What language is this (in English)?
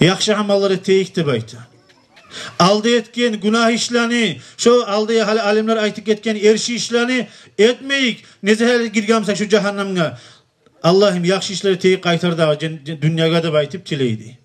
Kumyk